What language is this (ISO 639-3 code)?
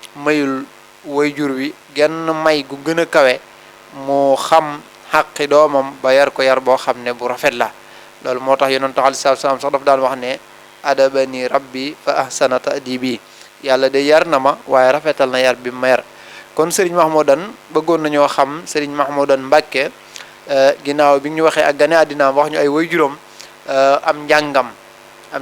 wol